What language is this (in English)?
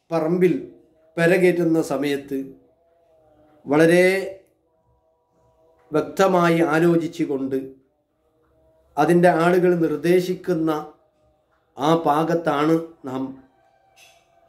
Malayalam